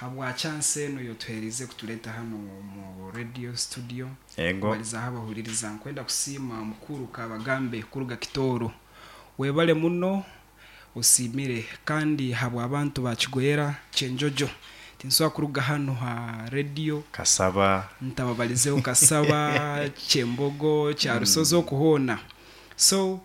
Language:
Nyoro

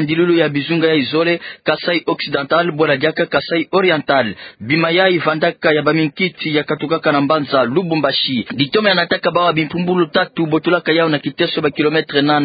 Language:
Kituba (Democratic Republic of Congo)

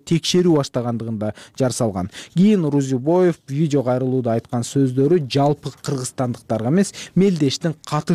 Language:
Kyrgyz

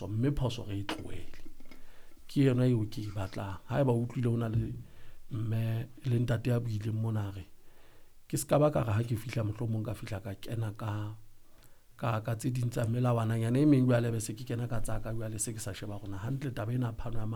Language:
Southern Sotho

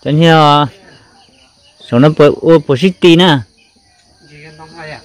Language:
Vietnamese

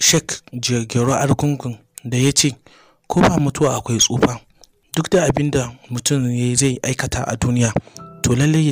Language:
Hausa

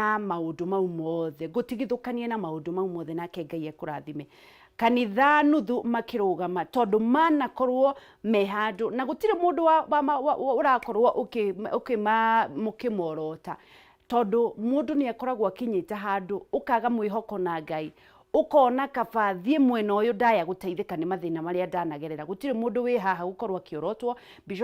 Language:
Kikuyu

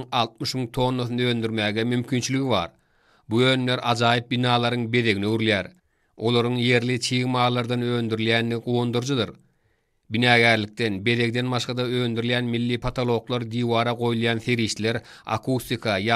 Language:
Turkmen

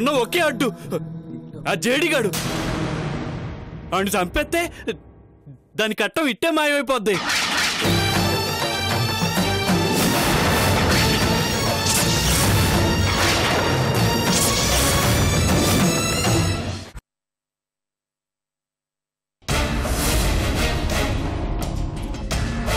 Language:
Telugu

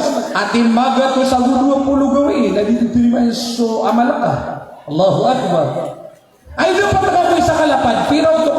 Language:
Maranao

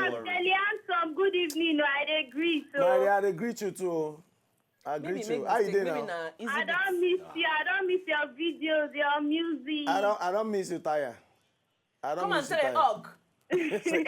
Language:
Nigerian Pidgin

